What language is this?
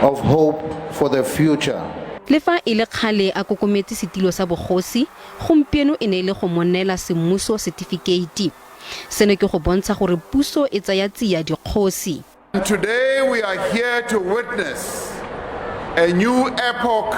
Tswana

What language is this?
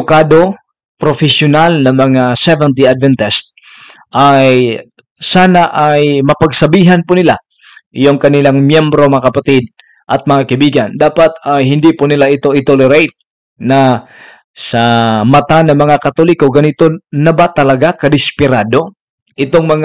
Filipino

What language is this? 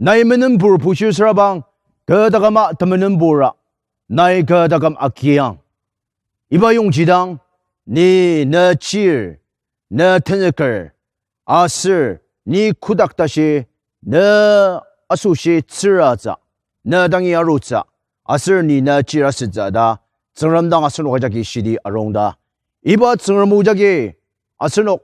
Ao Naga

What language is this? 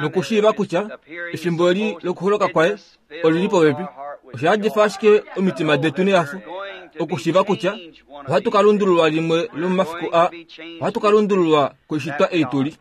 Kuanyama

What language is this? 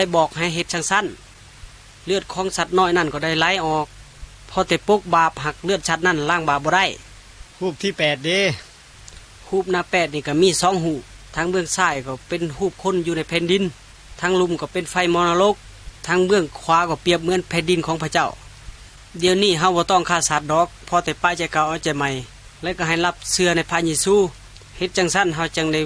Lao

